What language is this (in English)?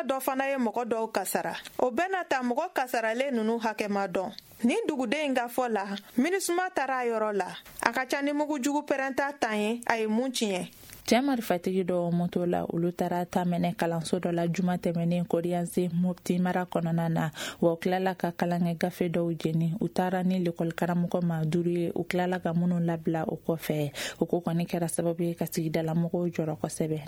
Bambara